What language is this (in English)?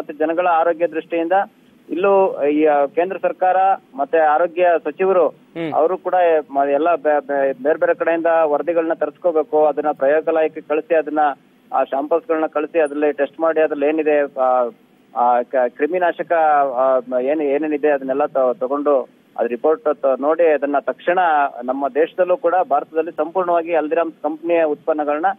Kannada